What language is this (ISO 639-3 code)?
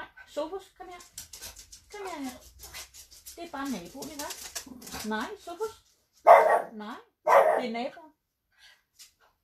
dan